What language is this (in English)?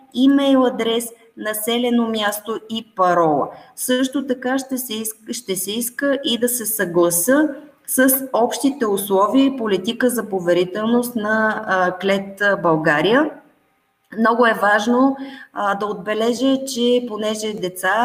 Bulgarian